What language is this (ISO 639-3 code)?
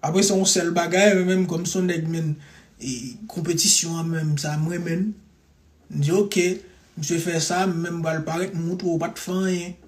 hat